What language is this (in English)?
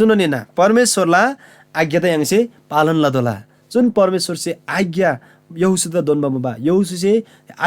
Eastern Tamang